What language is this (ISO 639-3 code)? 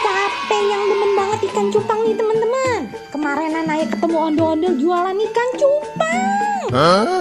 bew